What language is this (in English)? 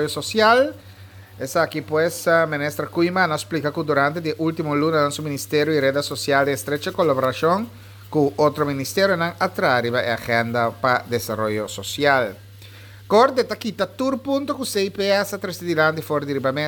Papiamento